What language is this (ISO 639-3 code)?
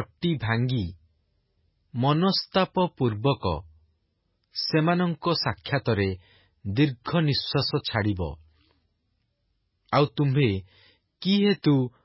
ori